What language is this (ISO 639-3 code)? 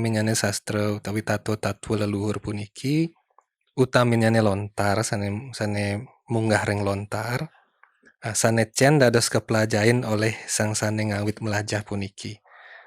ban